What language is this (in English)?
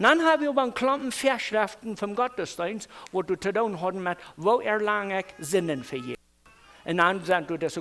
Plautdietsch